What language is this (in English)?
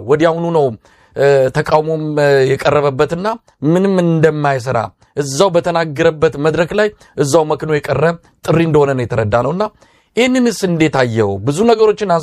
Amharic